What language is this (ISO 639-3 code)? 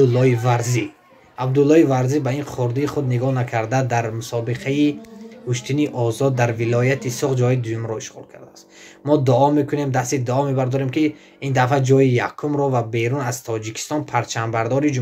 tgk